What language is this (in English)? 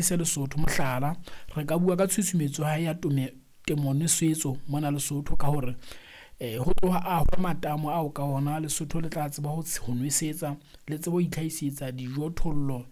Southern Sotho